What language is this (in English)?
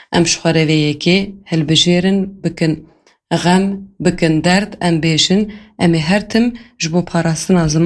Kurdish